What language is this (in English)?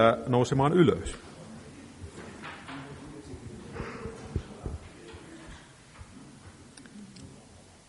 Finnish